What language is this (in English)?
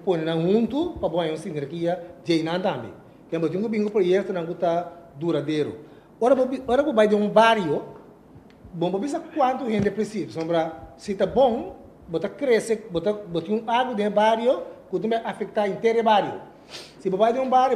Papiamento